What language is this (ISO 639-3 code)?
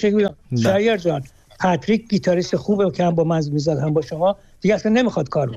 fas